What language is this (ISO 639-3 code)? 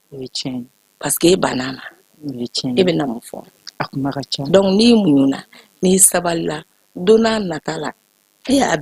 bam